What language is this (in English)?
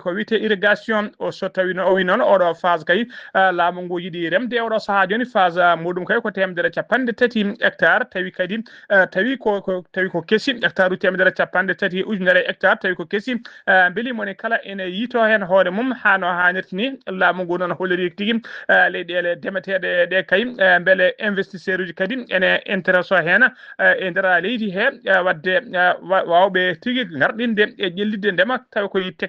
Fula